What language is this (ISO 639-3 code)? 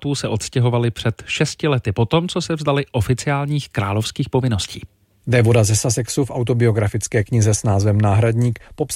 ces